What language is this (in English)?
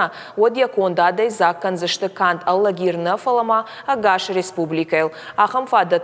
Ossetic